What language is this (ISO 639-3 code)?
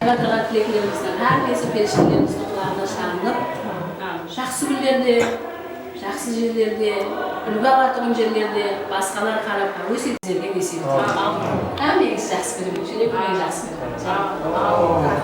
kaa